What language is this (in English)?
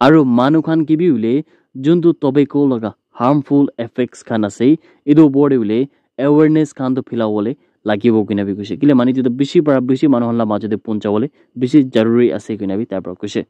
Naga Pidgin